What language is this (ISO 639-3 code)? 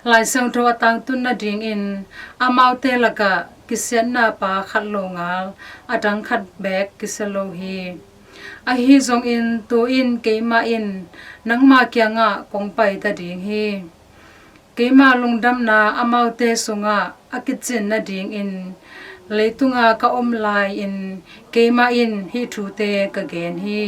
ctd